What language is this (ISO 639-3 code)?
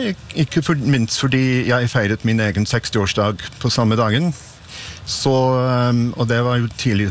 nor